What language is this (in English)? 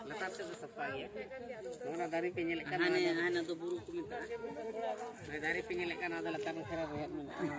Santali